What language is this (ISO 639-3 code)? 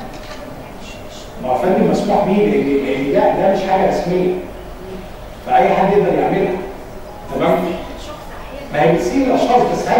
arz